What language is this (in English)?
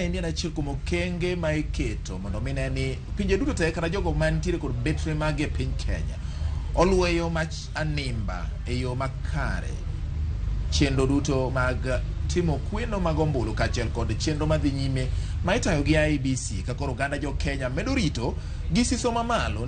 Luo (Kenya and Tanzania)